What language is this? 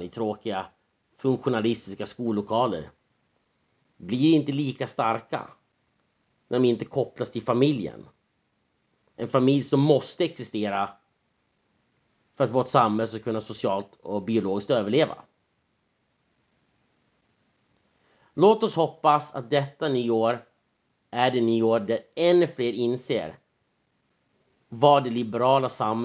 Swedish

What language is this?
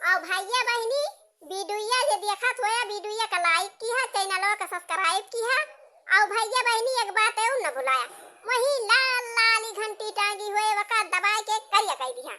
Awadhi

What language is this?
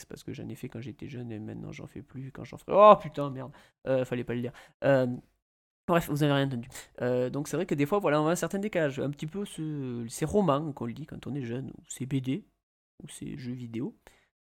French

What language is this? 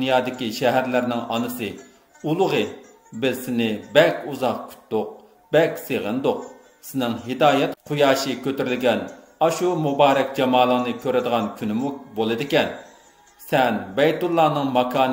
Uyghur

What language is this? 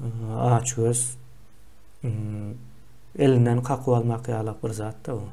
Turkmen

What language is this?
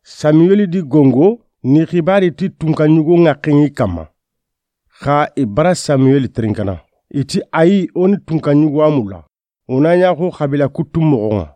Soninke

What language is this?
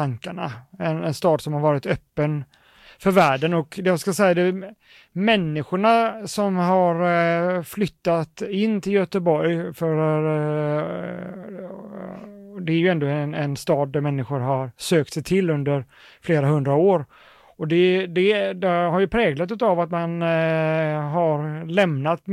Swedish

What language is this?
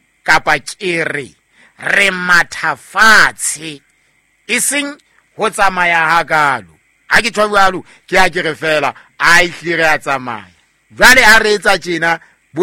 Southern Sotho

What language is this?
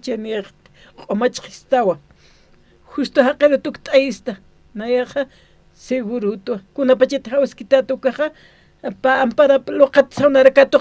Aymara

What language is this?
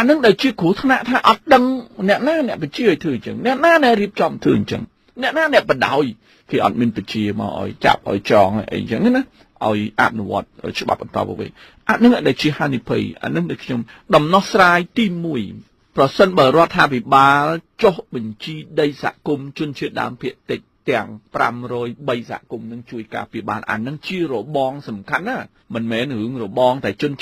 Khmer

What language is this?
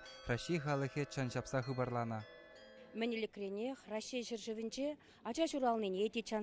Chuvash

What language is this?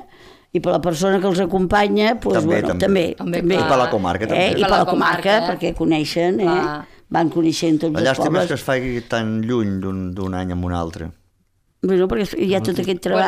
Catalan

